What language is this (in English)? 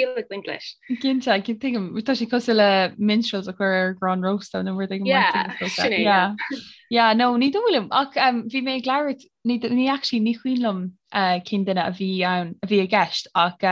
Irish